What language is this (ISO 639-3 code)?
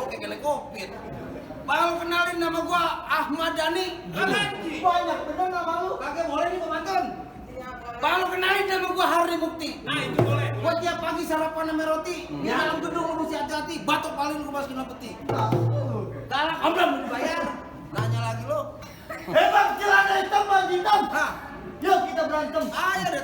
bew